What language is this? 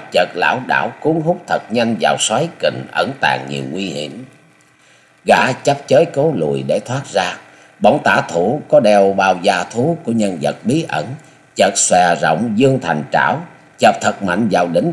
Vietnamese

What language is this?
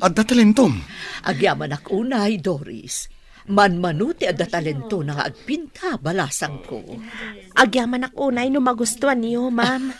Iloko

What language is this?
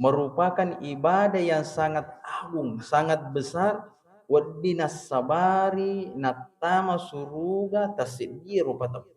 Buginese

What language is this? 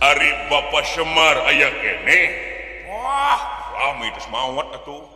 Sundanese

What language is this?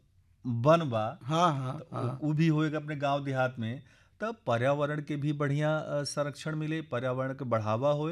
Bhojpuri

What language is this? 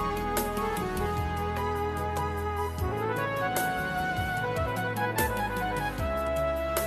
Kazakh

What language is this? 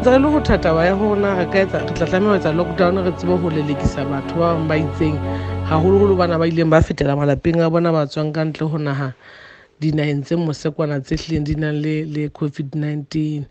Southern Sotho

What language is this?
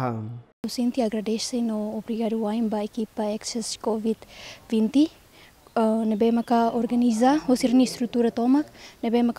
Tetum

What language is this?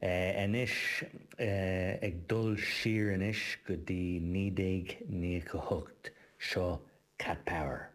Irish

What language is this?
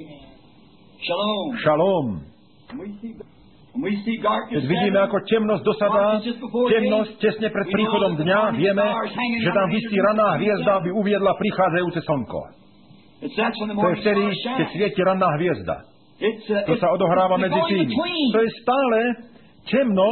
Slovak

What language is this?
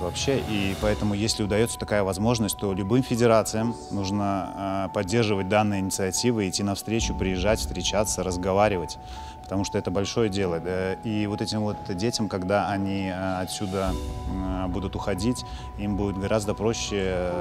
Russian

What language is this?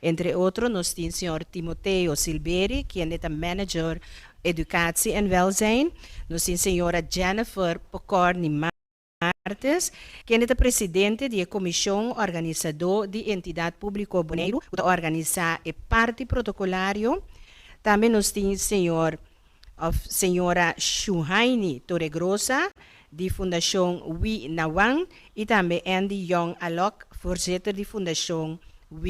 Papiamento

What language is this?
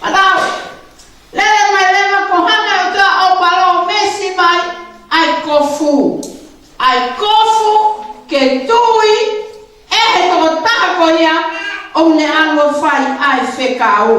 Tongan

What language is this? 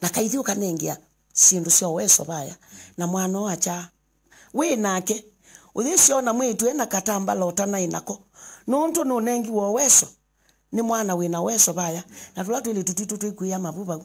Kamba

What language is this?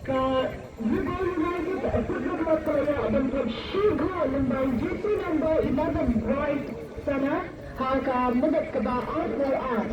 Khasi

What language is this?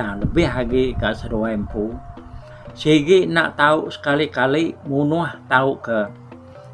Iban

